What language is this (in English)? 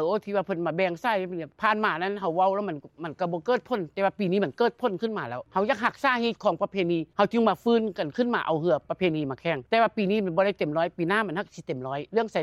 Lao